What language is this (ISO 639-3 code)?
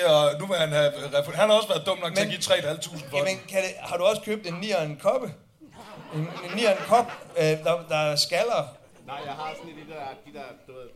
dan